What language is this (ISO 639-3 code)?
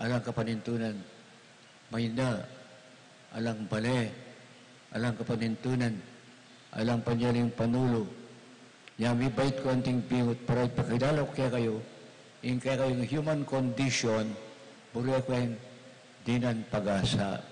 pam